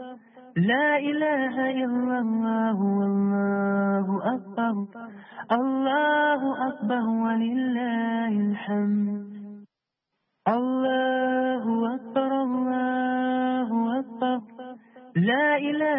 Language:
Urdu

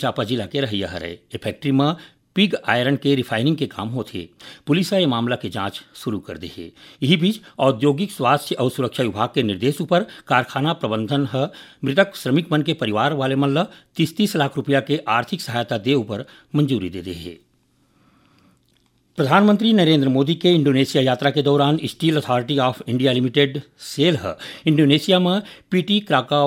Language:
Chhattisgarhi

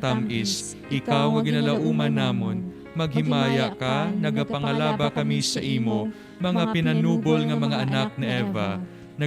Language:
Hiligaynon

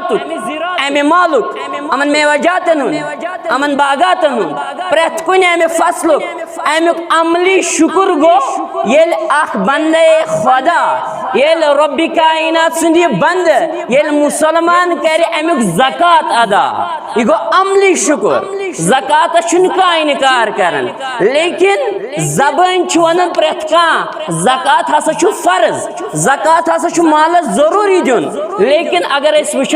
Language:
Kashmiri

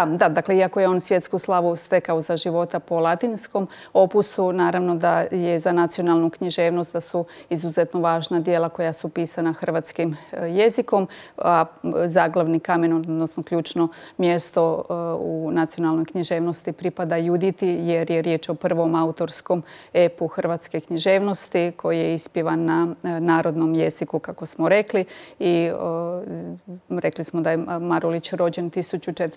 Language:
Croatian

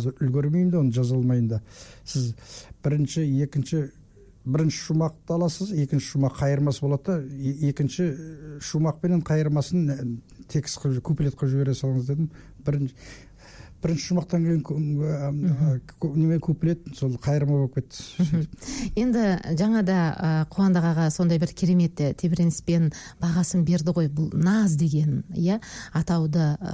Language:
Kazakh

